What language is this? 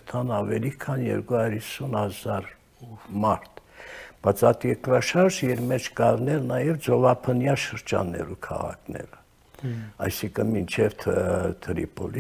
Armenian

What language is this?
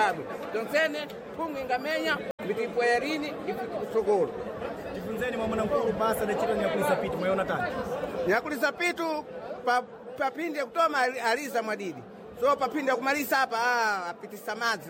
Sena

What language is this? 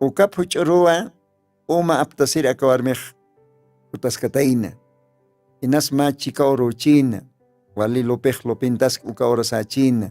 Aymara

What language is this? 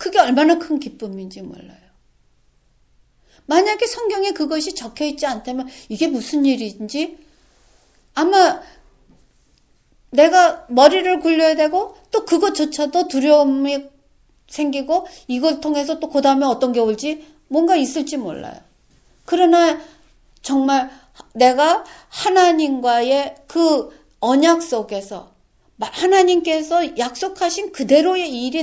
Korean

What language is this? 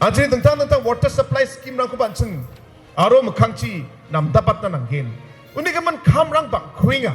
Garo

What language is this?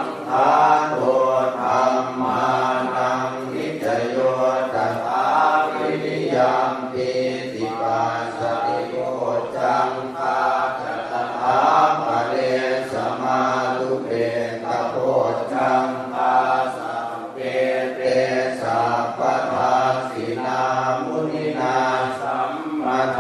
Pali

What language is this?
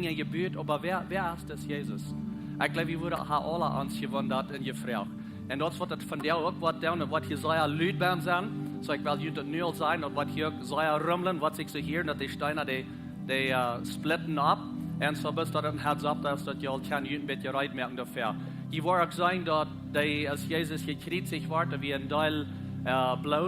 Plautdietsch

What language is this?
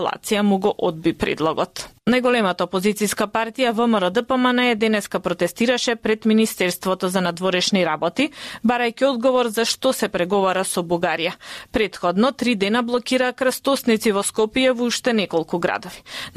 Macedonian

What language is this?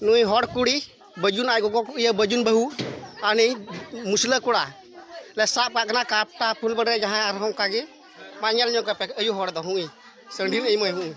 Santali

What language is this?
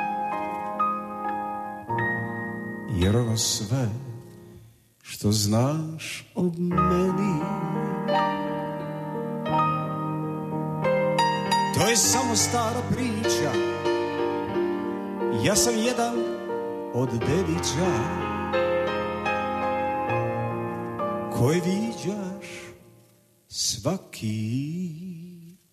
Serbian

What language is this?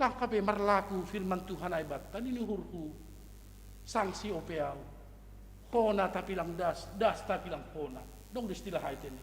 Batak Simalungun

